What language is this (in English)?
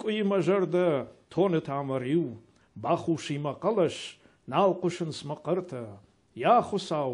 Ossetic